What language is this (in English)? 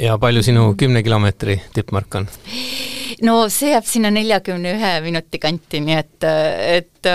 Estonian